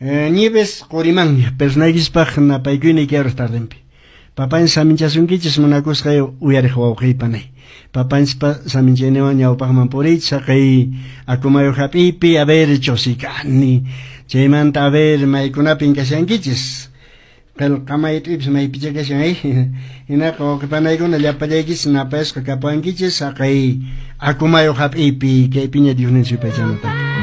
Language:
Quechua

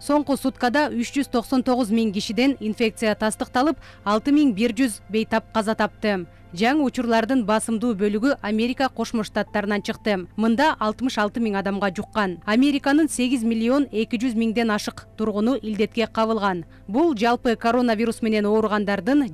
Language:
Kyrgyz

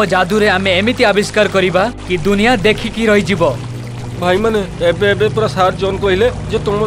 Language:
Odia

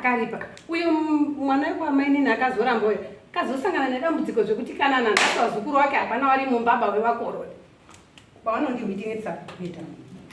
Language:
Shona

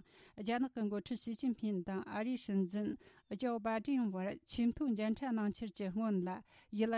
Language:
Tibetan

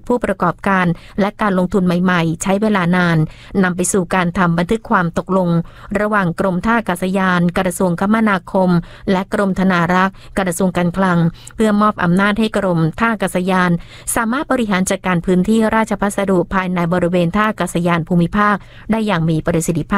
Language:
Thai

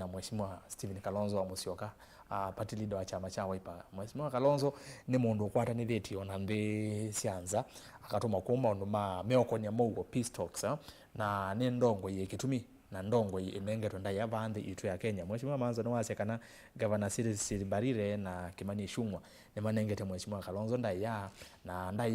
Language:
Kamba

